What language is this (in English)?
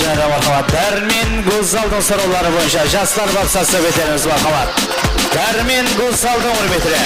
Kara-Kalpak